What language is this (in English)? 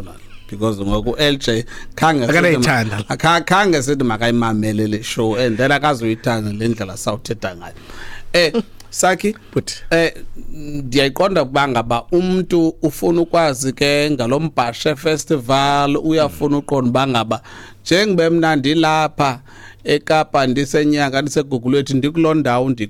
Xhosa